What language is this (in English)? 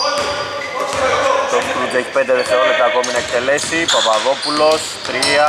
Greek